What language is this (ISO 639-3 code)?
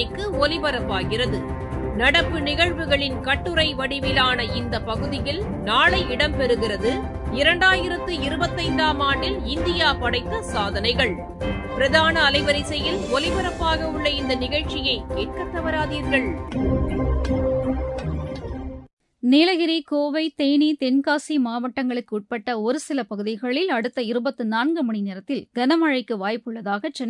tam